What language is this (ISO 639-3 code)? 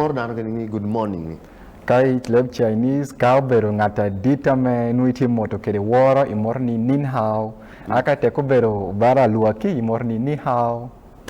ach